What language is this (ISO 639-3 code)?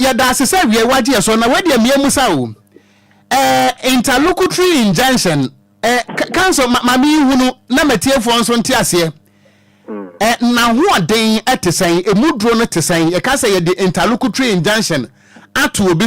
aka